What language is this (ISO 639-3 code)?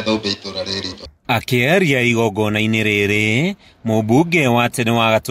kik